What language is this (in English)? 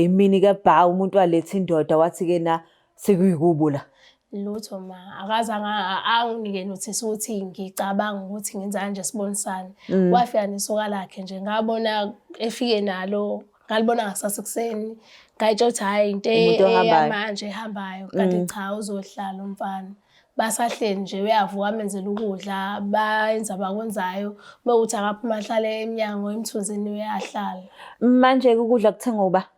Zulu